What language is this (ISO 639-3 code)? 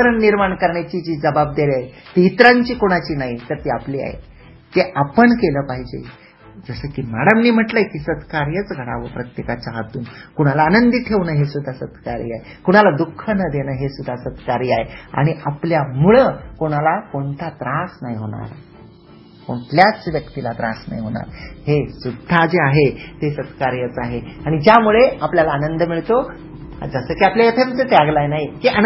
mar